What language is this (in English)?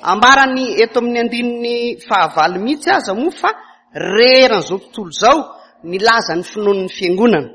Malagasy